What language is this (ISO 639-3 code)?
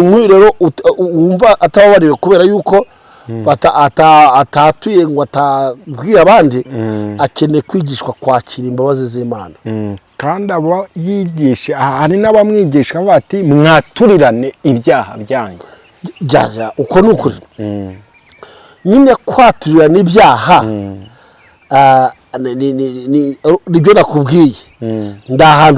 kin